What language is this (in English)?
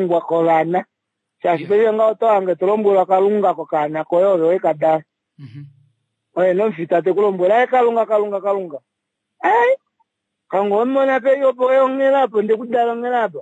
Kuanyama